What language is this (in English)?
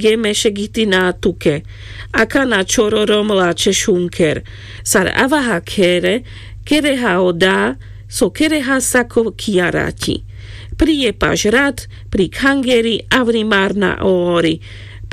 Carpathian Romani